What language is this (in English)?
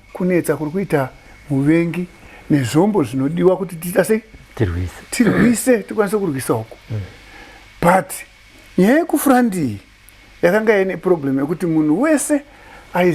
Shona